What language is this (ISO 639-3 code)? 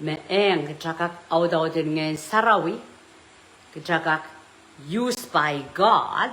pon